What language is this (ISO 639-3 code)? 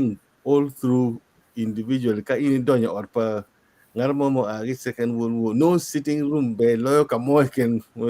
ach